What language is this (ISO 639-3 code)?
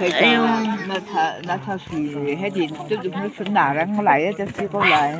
cnh